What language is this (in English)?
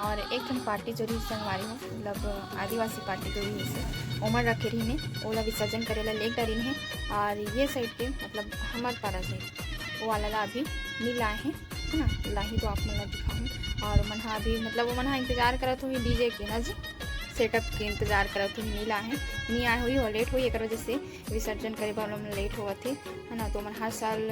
Chhattisgarhi